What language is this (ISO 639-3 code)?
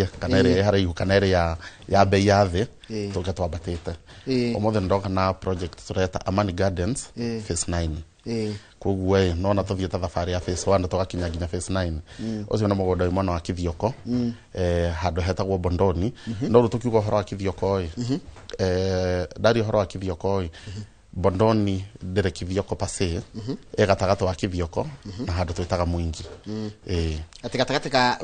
kik